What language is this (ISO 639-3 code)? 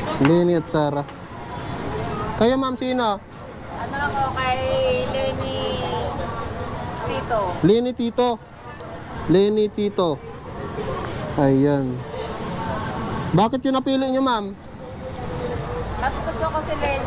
fil